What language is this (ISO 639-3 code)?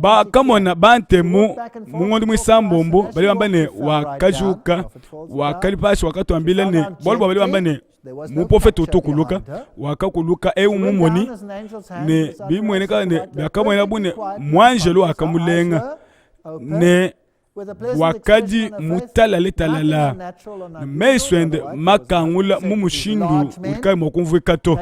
lua